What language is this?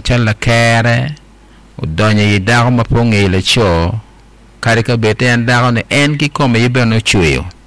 Acoli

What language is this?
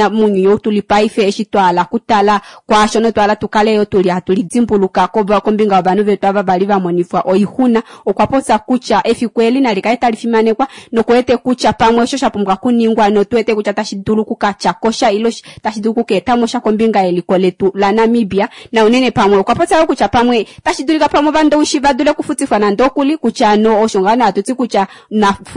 Kuanyama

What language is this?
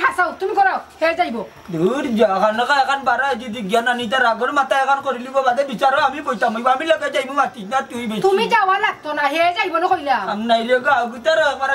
Sylheti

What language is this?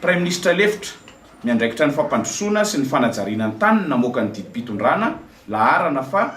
Malagasy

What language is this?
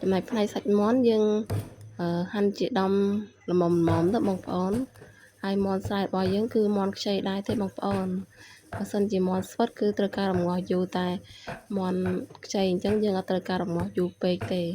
Khmer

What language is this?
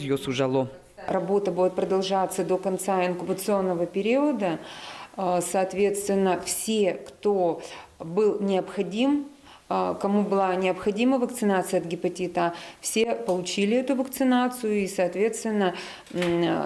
Udmurt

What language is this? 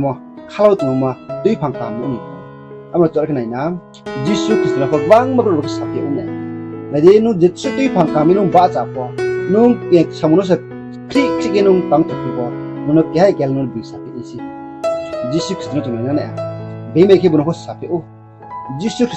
Riang (India)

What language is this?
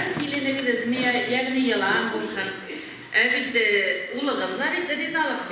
Bashkir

